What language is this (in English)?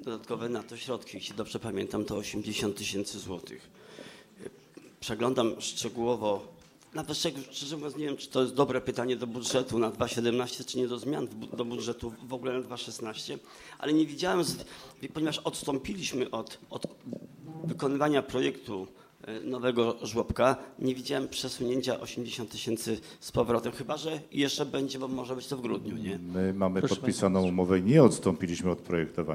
Polish